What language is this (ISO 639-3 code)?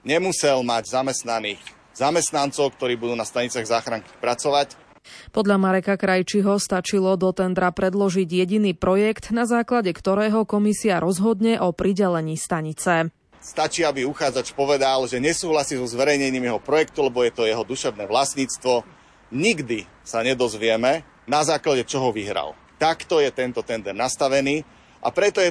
slk